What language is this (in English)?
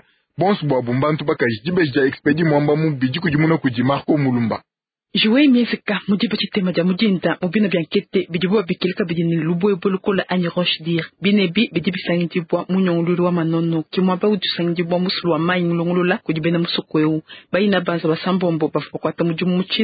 Luba-Lulua